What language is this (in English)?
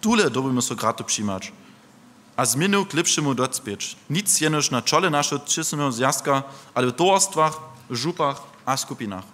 Upper Sorbian